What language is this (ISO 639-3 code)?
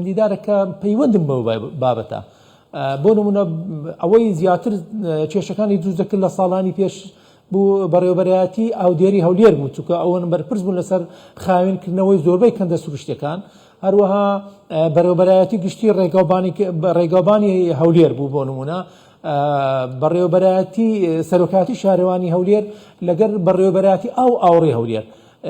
ckb